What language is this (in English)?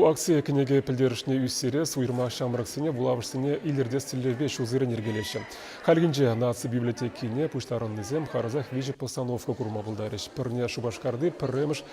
Chuvash